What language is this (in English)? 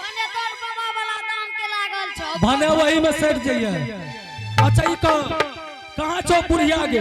Angika